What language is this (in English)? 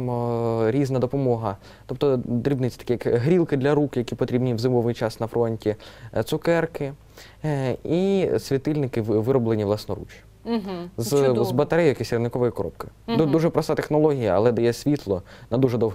Ukrainian